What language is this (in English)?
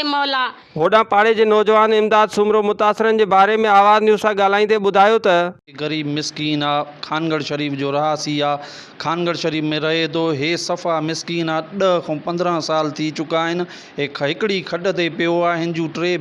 Sindhi